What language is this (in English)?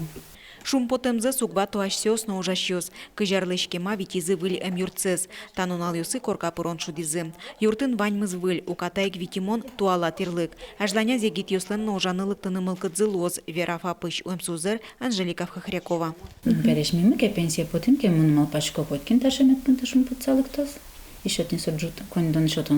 Udmurt